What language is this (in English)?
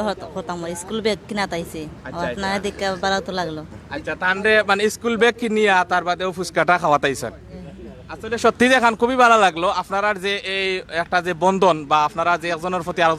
Sylheti